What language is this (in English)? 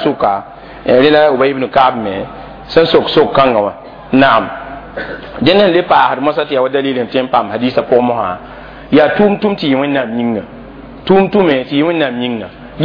Mossi